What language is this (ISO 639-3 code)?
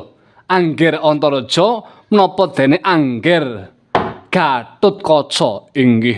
jav